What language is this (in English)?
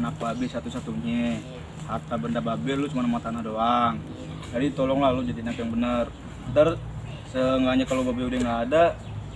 Betawi